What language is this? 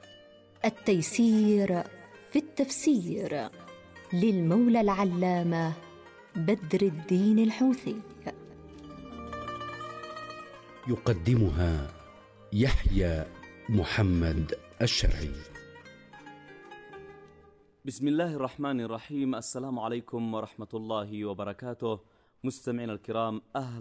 Arabic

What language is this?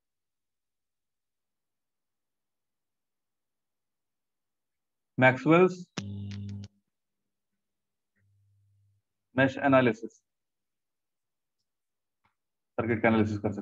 Hindi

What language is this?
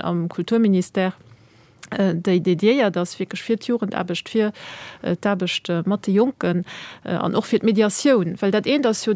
Luxembourgish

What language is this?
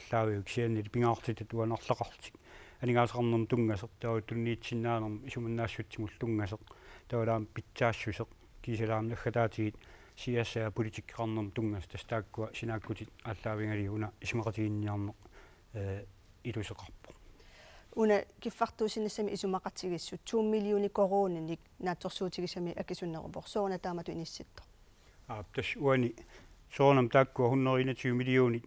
Kalaallisut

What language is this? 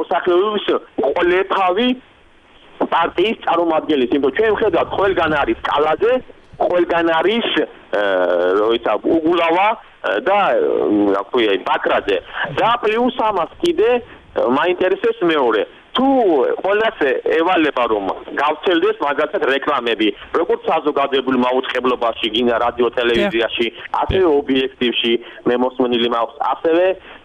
Georgian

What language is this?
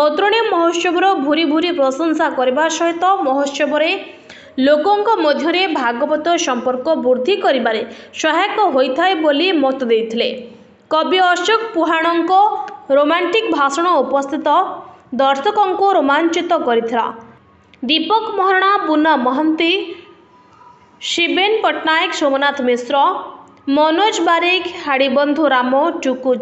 Odia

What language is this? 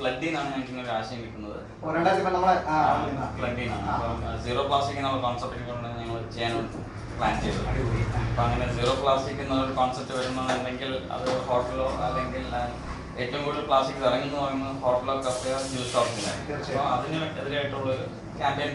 Malayalam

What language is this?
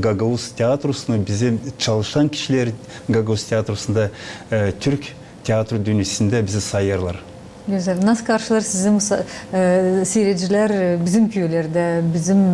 Gagauz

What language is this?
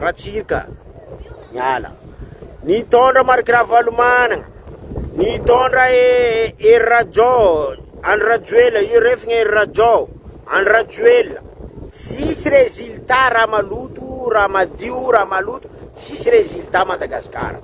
Malagasy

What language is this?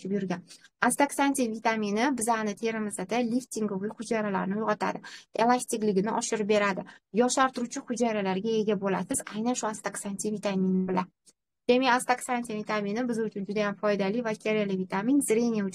Uzbek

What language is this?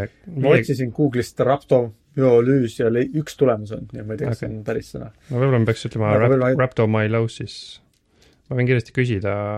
Estonian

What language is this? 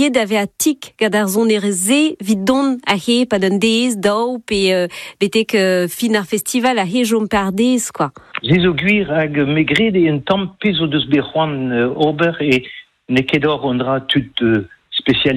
Breton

